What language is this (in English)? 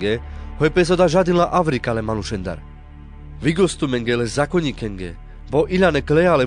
Carpathian Romani